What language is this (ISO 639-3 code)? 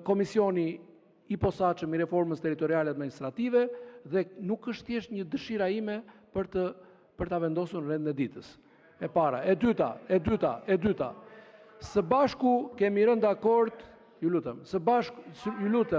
sqi